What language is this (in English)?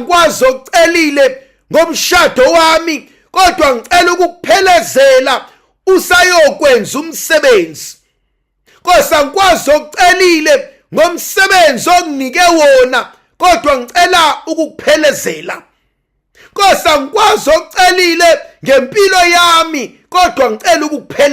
Zulu